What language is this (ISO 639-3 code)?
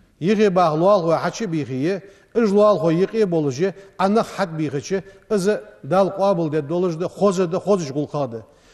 inh